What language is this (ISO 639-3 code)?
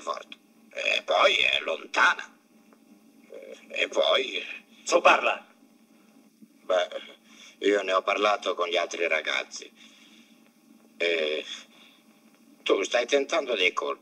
ita